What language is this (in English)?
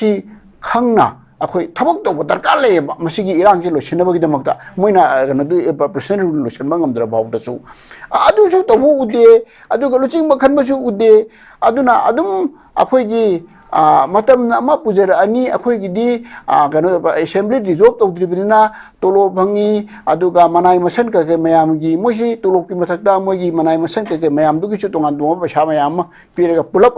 Manipuri